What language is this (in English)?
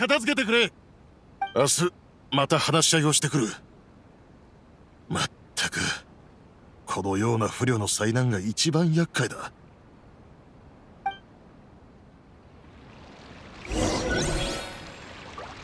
Japanese